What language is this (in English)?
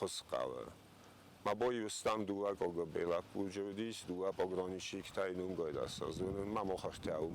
Ossetic